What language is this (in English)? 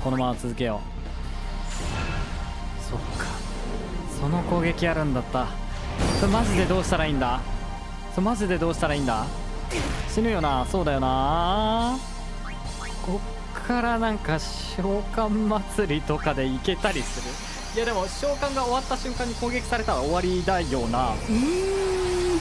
Japanese